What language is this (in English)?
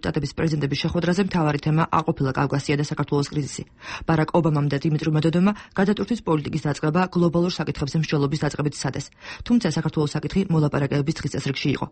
Georgian